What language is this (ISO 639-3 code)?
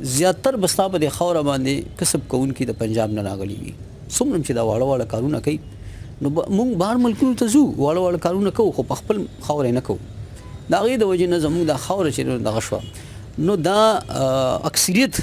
pus